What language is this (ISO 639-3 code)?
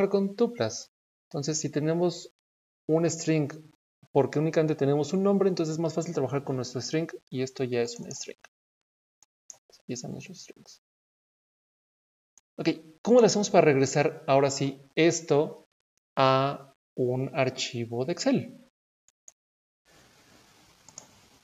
spa